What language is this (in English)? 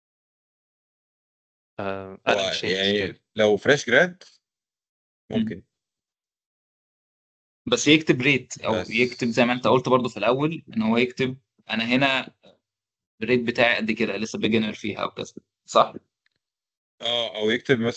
Egyptian Arabic